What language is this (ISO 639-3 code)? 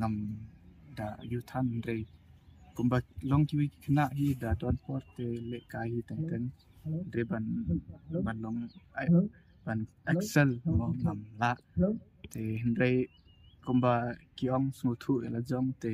kha